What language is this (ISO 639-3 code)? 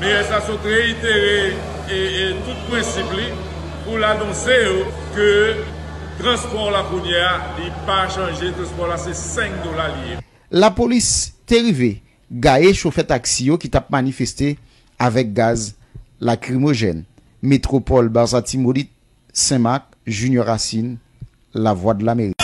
hat